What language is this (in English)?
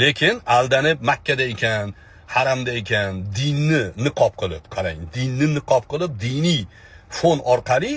Uzbek